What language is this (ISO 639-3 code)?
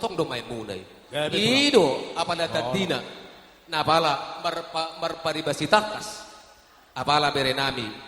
bbc